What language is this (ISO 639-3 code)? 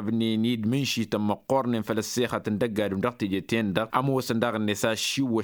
taq